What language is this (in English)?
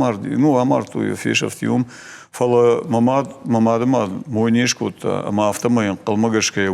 Ossetic